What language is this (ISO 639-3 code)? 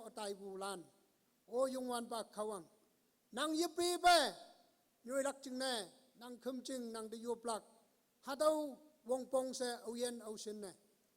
nbe